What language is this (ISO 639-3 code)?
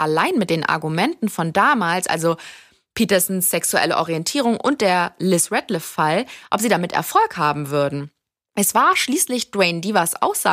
deu